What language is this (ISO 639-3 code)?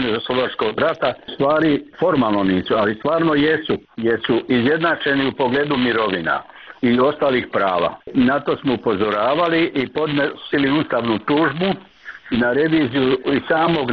hrv